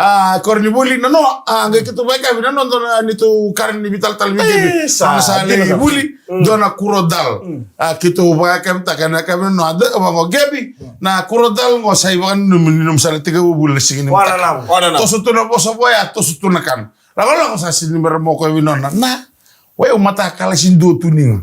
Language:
Fijian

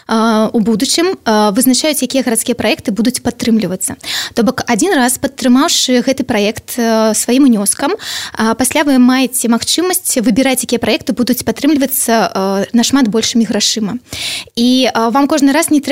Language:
Belarusian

